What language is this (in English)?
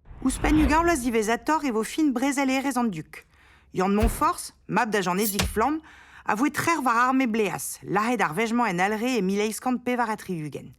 Breton